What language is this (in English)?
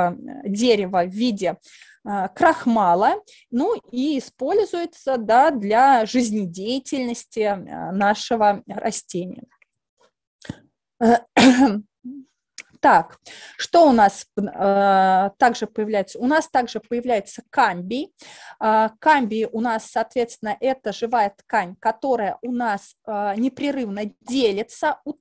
Russian